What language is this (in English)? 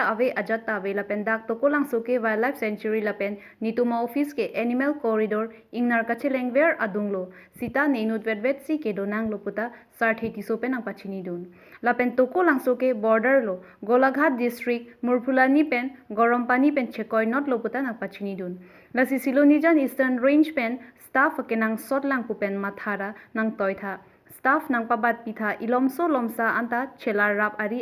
Karbi